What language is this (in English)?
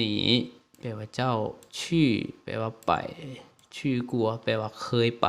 Lao